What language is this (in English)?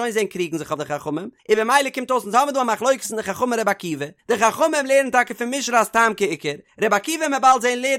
Yiddish